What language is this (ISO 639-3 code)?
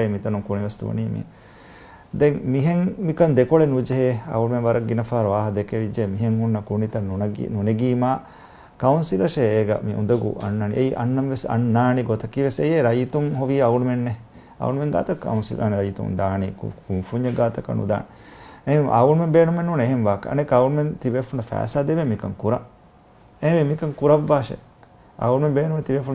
div